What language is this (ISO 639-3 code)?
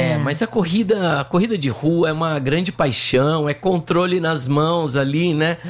por